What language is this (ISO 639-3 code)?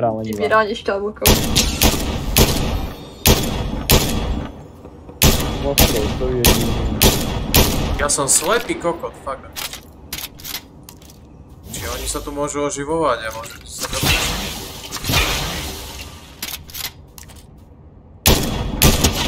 slk